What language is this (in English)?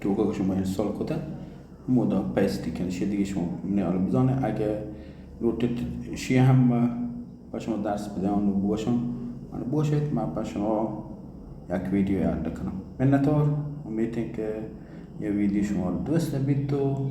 Baluchi